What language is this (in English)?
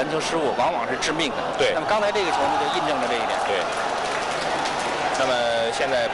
Chinese